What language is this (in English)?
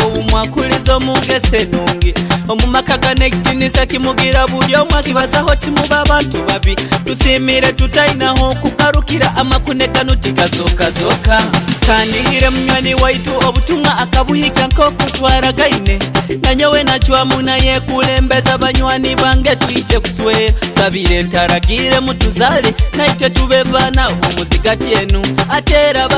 Nyoro